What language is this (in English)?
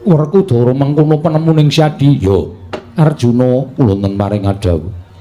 Javanese